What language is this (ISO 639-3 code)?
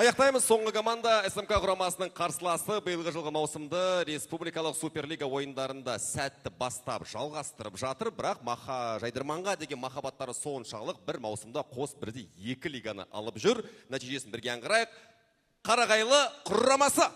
kaz